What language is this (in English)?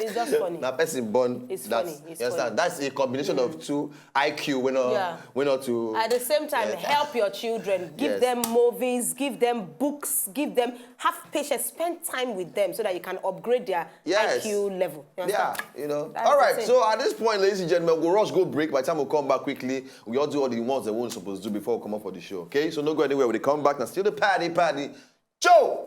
Nigerian Pidgin